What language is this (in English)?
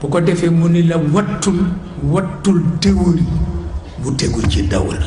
Wolof